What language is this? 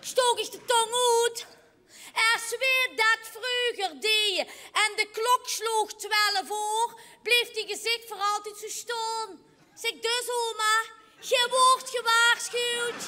Limburgish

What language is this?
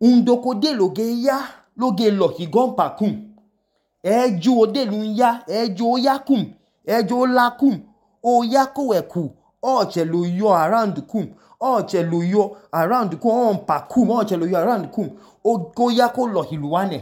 Idoma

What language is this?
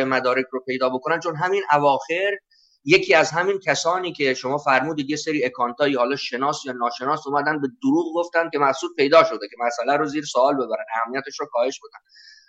Persian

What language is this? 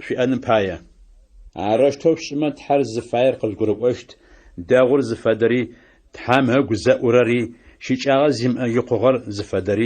Adyghe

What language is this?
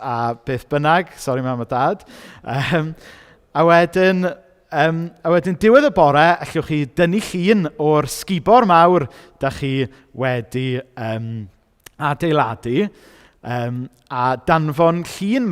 Welsh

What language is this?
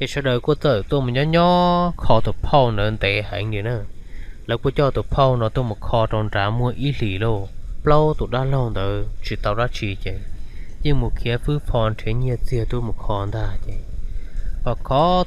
Hmong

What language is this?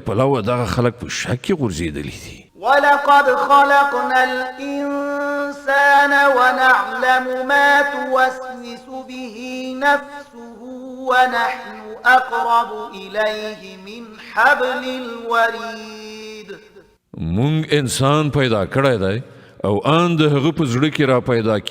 Pashto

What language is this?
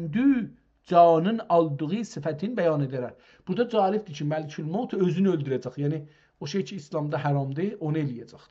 South Azerbaijani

